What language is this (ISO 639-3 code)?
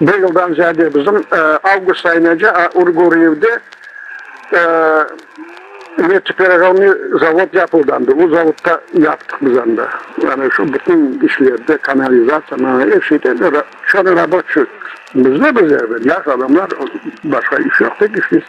crh